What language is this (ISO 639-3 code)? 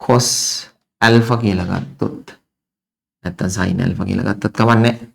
sin